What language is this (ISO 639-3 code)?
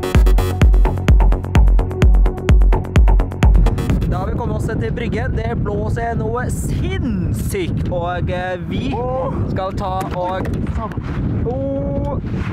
nor